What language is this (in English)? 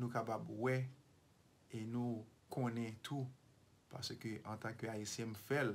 Haitian Creole